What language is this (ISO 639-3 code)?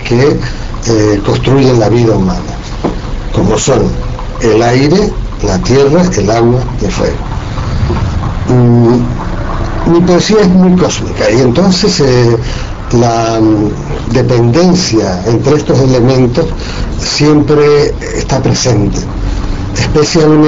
spa